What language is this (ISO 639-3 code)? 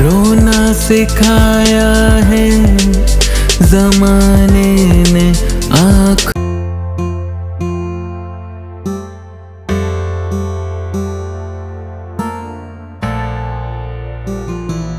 pan